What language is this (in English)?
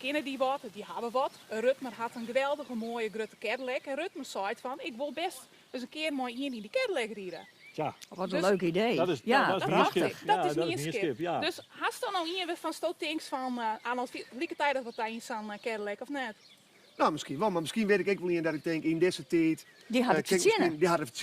Western Frisian